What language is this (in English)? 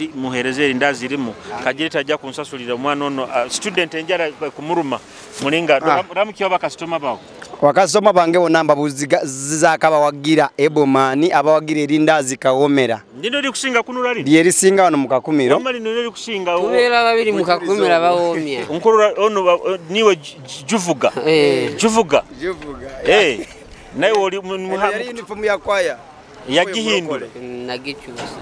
Nyoro